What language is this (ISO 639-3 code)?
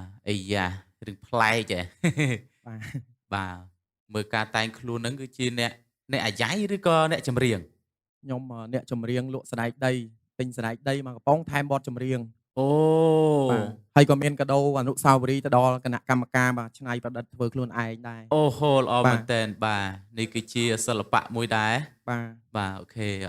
khm